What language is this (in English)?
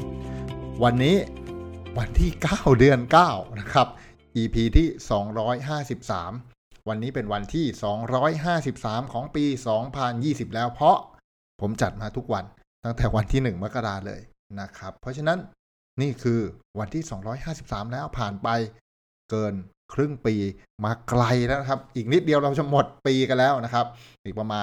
Thai